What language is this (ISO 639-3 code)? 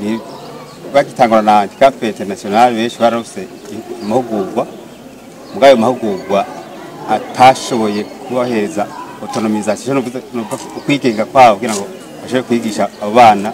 run